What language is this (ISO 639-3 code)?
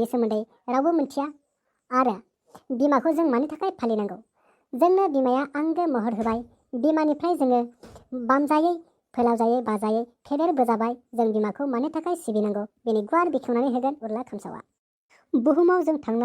brx